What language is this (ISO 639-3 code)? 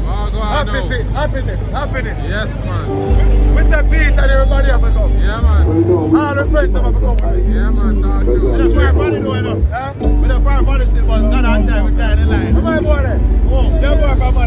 jam